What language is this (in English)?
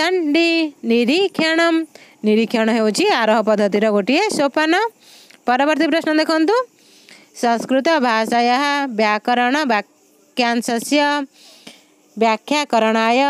Odia